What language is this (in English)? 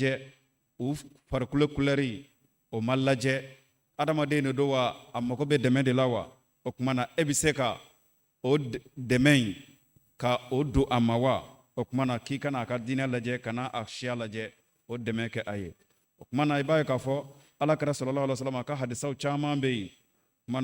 Bambara